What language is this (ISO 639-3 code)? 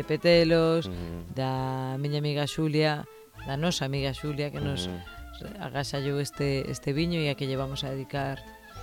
glg